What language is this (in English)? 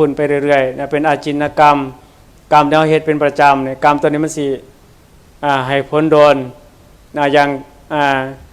Northeastern Thai